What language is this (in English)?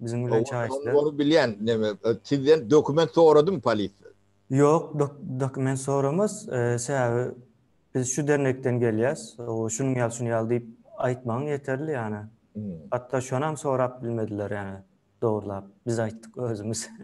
Turkmen